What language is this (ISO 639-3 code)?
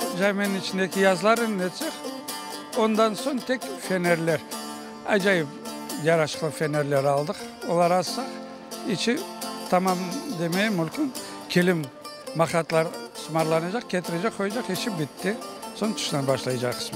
crh